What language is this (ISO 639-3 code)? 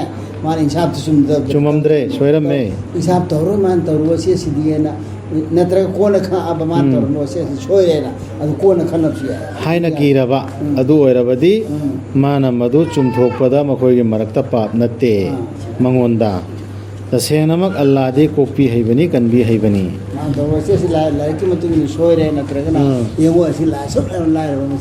mni